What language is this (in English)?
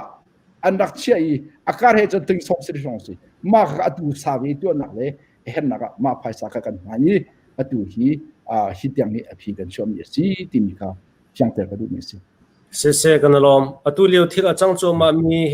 Hakha Chin